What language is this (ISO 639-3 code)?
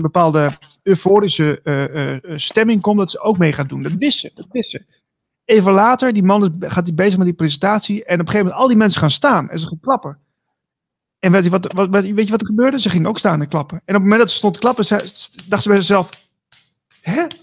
nld